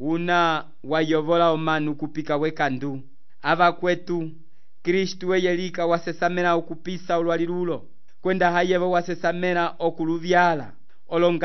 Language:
Umbundu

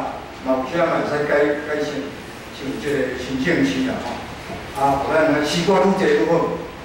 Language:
Min Nan Chinese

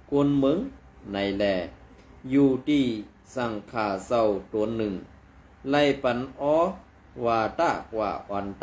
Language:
Shan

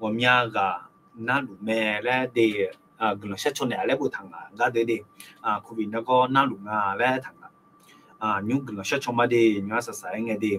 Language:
Akha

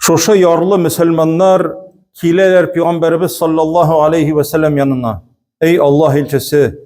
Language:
Tatar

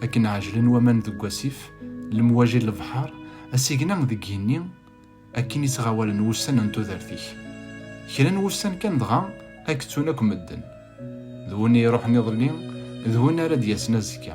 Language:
Kabyle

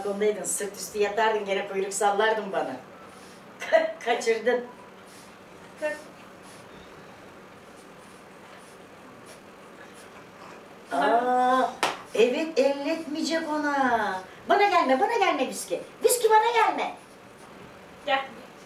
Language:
Turkish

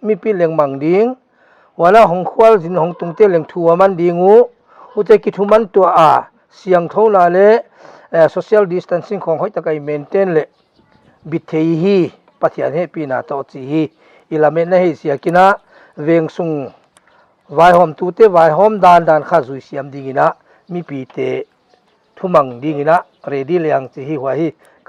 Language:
Paite Chin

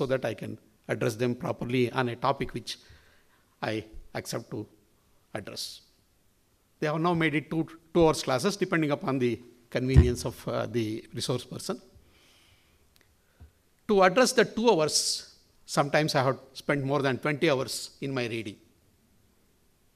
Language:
English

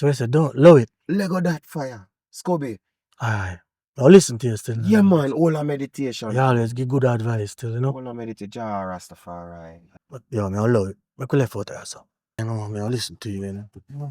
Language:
Jamaican Creole English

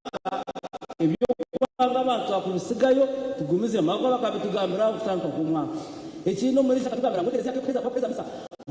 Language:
Nyankole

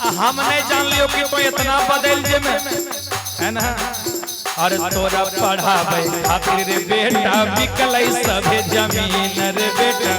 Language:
Magahi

